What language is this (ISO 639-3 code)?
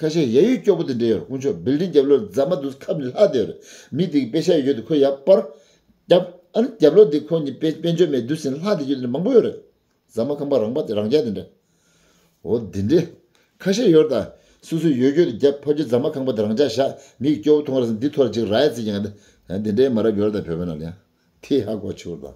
bod